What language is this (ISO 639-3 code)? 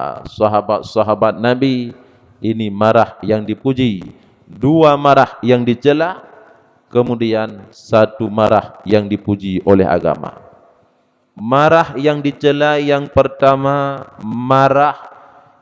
ace